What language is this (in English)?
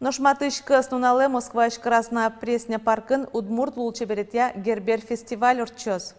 Udmurt